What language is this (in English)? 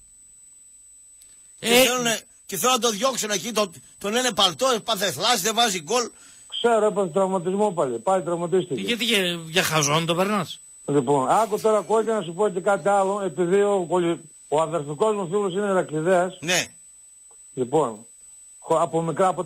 Greek